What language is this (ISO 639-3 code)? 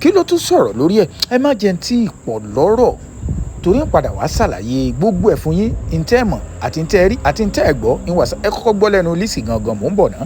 yor